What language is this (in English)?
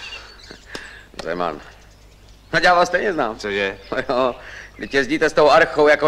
Czech